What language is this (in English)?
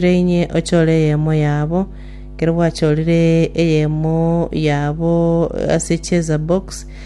Gusii